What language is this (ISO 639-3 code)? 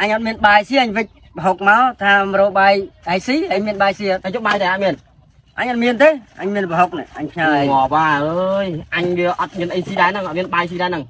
khm